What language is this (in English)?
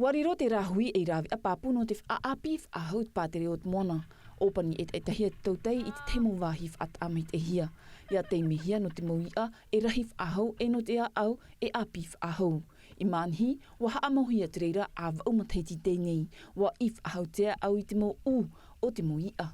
Tahitian